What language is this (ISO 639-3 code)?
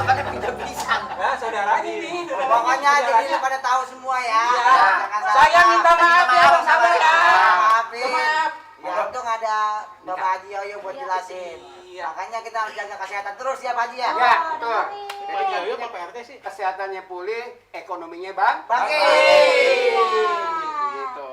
bew